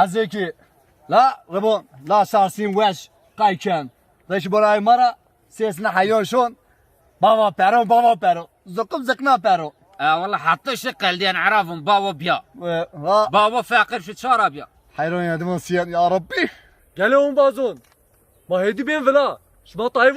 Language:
Zaza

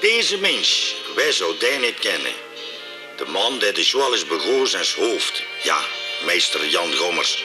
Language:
Limburgish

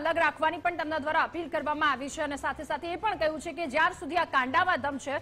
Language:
Gujarati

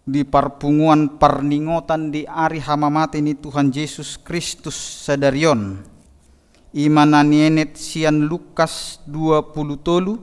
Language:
Batak Toba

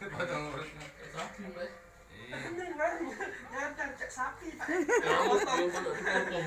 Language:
Musi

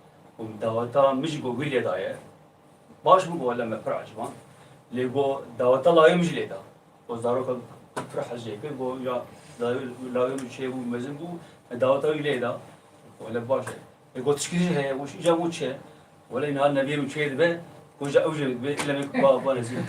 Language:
Kurdish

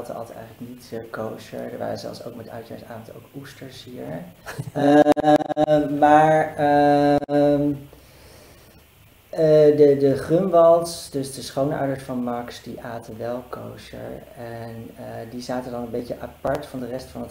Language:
Dutch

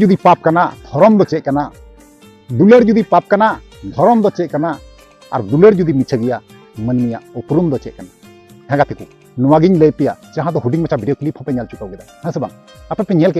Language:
Santali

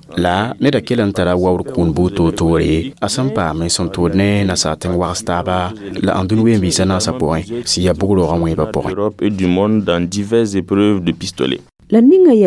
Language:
Mossi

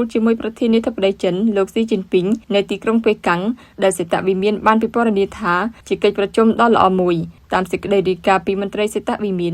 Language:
Khmer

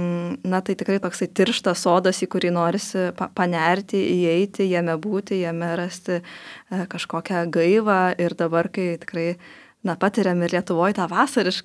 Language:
Lithuanian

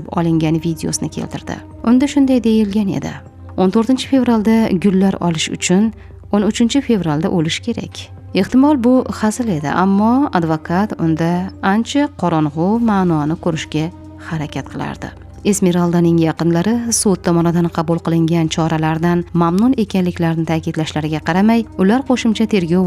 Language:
Uzbek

